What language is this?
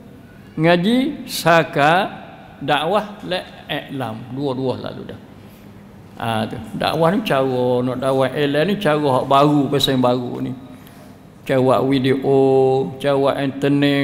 Malay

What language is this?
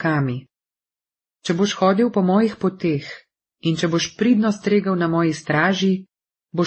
Slovenian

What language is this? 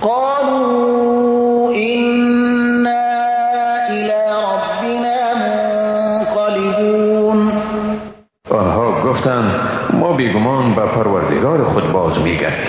Persian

